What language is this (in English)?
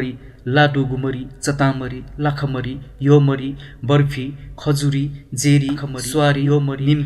Newari